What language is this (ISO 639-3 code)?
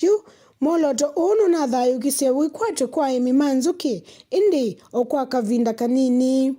kam